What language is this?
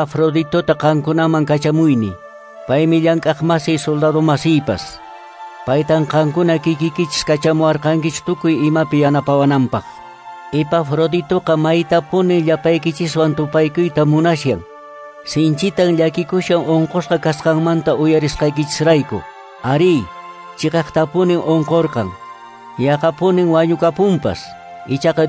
Quechua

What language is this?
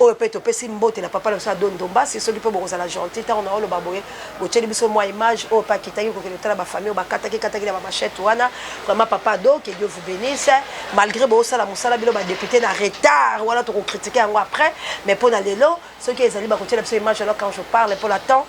Lingala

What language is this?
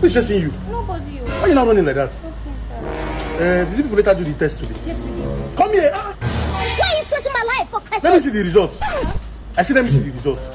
Nigerian Pidgin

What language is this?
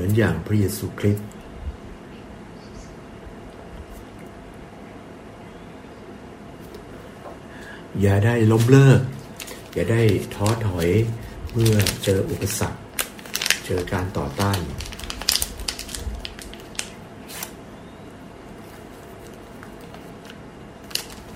Thai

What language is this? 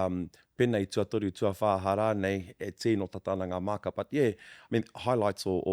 Māori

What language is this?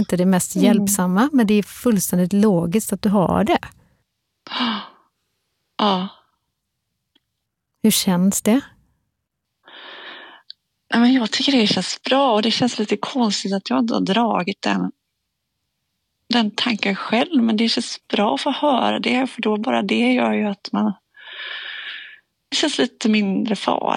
Swedish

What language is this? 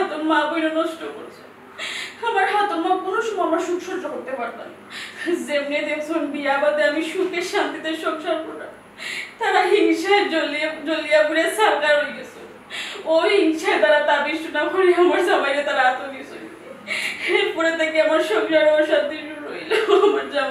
Sylheti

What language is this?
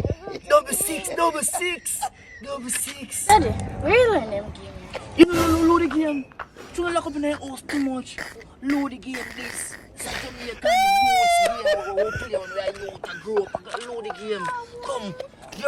Jamaican Creole English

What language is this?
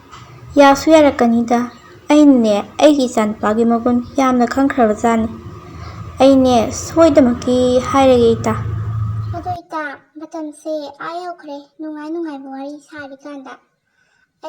Manipuri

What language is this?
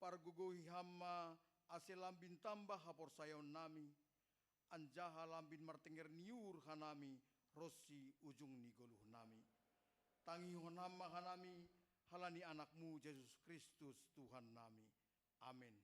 Batak Simalungun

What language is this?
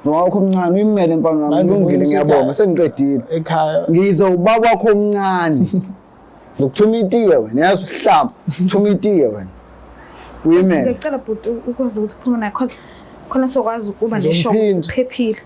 Zulu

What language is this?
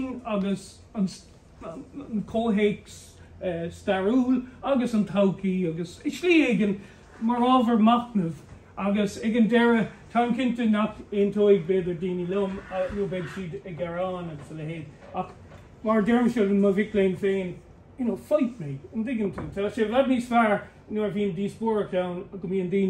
Irish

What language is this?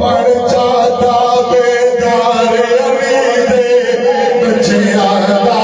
Saraiki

